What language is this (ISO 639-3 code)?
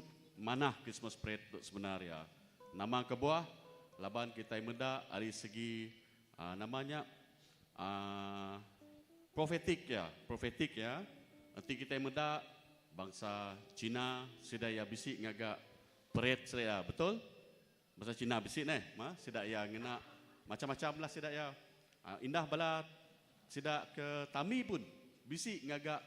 iba